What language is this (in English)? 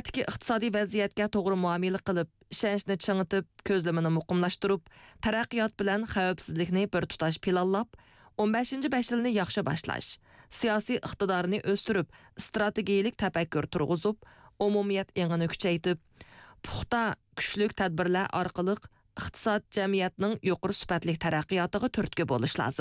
Uyghur